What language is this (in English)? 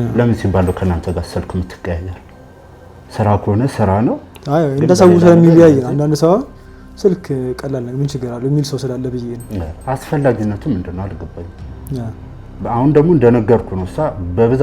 Amharic